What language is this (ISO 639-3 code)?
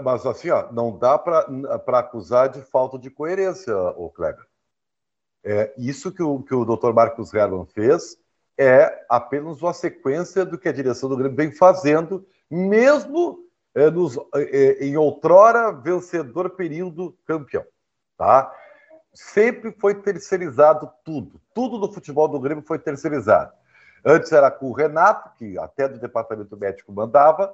por